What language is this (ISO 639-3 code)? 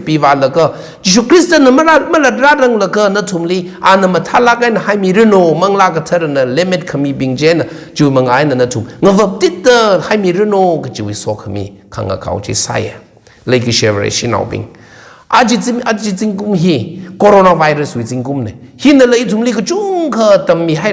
nmf